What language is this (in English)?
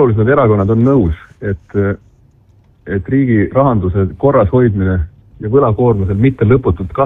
Estonian